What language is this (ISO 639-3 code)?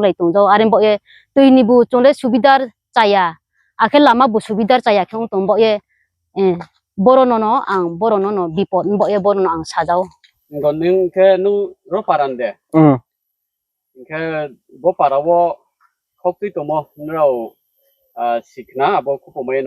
ria